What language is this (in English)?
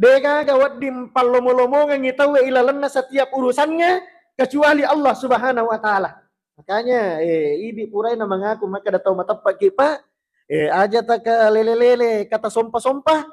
Buginese